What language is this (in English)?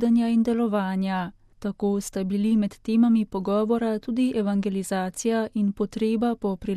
Slovenian